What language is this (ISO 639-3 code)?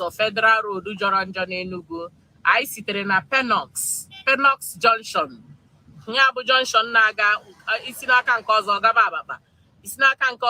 ibo